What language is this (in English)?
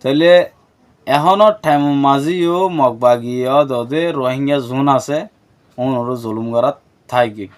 Rohingya